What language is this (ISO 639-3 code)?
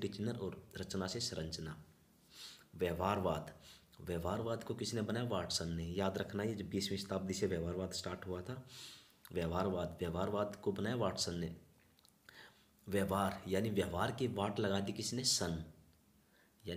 hin